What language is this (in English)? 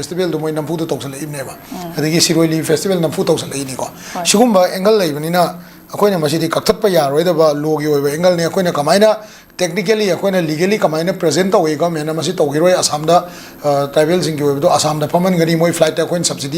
Manipuri